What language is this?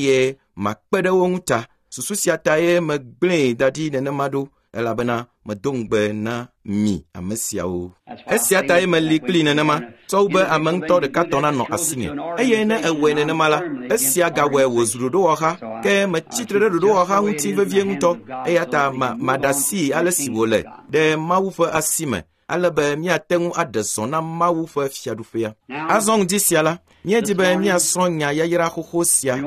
Ewe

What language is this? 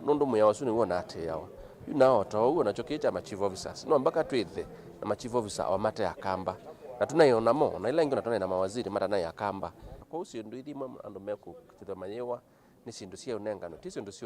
Kamba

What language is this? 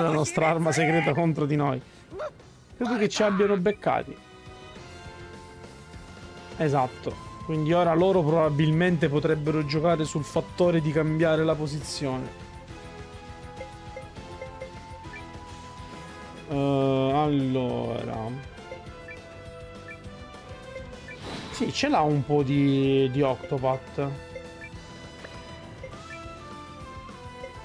Italian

